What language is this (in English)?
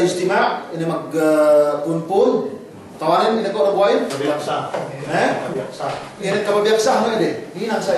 Yakan